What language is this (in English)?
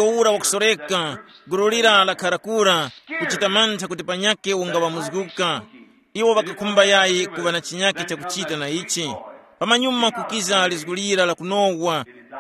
Tumbuka